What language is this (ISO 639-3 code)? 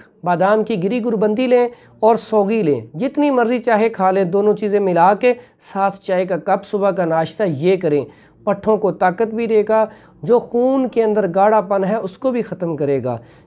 urd